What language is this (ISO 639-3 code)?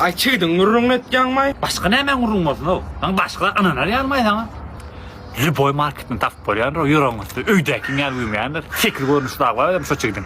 tuk